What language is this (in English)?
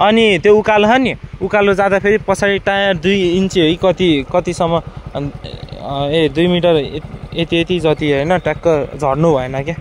Nepali